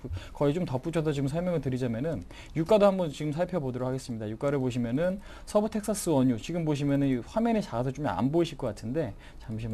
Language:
Korean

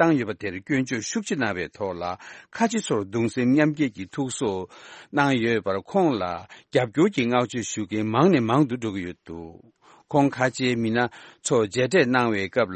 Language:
Tibetan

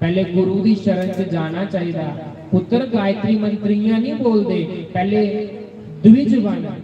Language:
Dogri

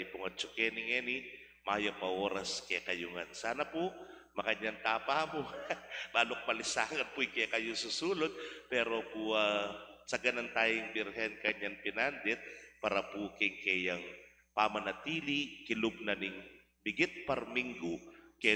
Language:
Pampanga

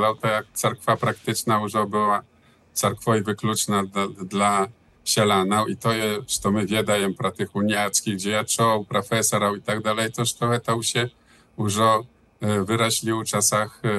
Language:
Belarusian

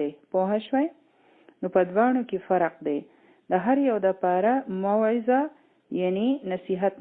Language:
Pashto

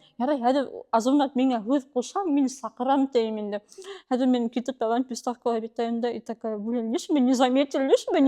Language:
Bashkir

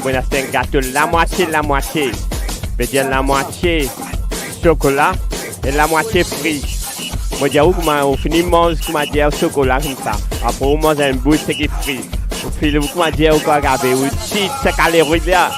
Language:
Morisyen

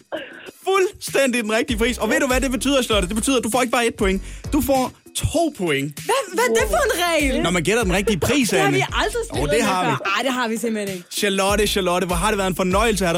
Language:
Danish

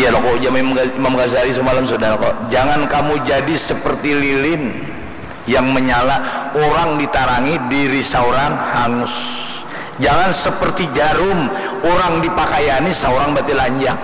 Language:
Banjar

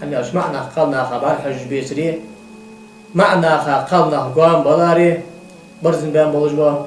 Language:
Ingush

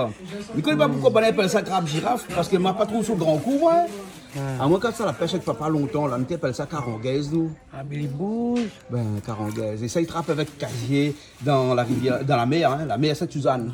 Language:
Réunion Creole French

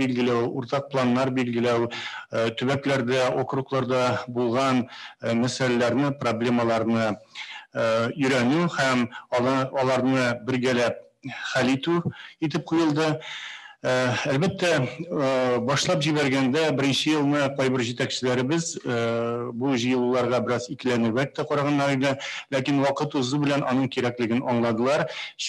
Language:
Tatar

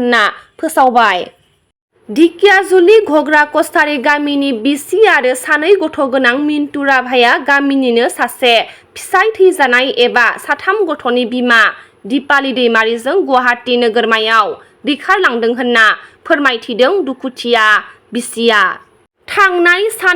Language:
Bodo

